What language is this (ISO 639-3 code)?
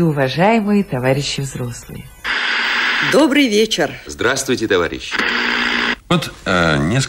rus